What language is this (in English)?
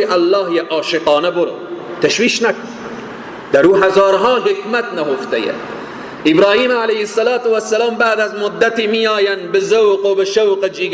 Persian